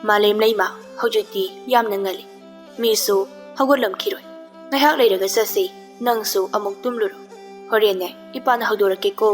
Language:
Manipuri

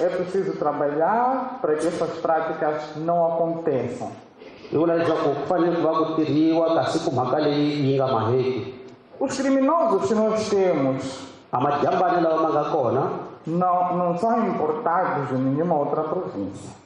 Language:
Tsonga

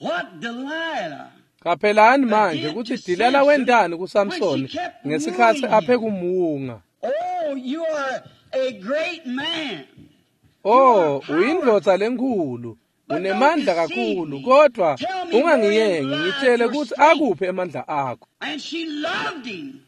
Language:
Swati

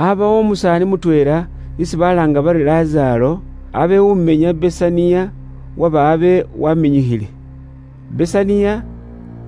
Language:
Luyia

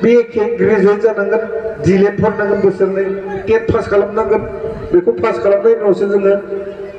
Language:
Bodo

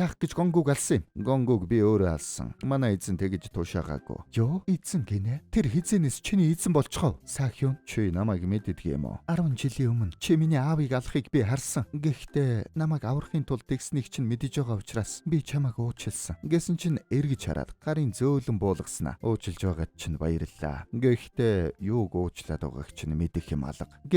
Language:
Mongolian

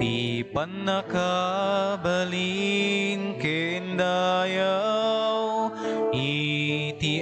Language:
Iloko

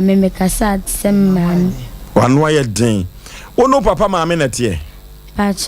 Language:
Akan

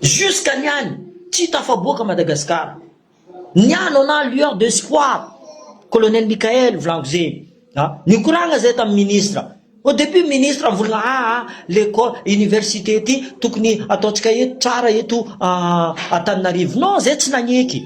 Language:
Malagasy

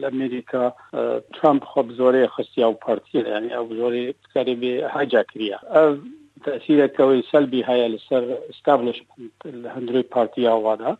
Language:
Kurdish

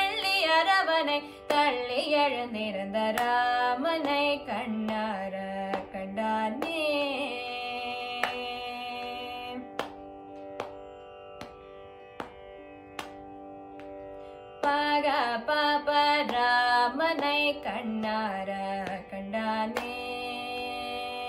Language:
Tamil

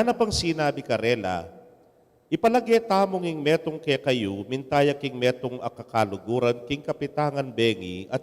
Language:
Pampanga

